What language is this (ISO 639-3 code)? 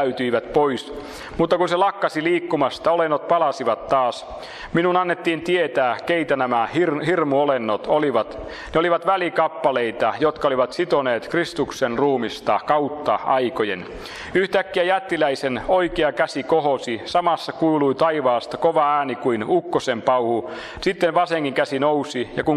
fin